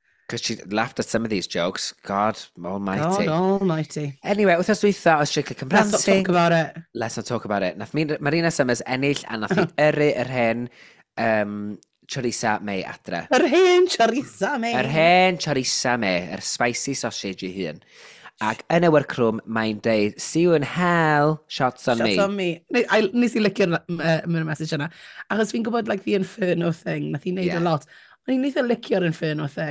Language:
Welsh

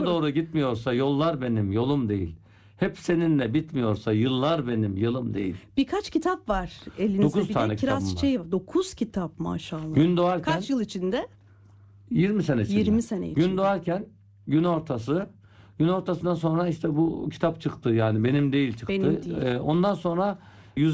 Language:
Turkish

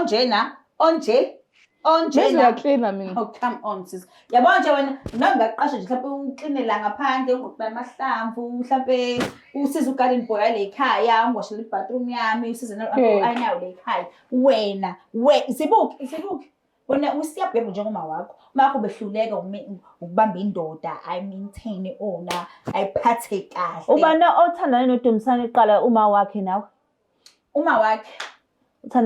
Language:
Zulu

